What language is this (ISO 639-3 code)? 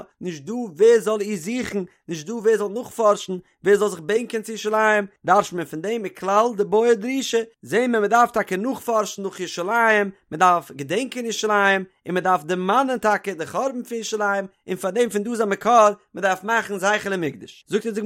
yid